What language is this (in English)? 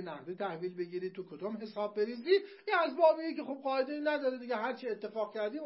Persian